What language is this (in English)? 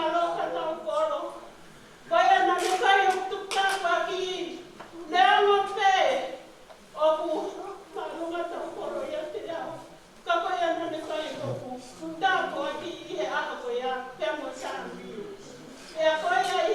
Tongan